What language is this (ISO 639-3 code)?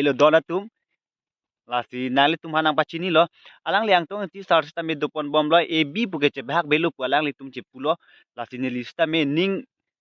mjw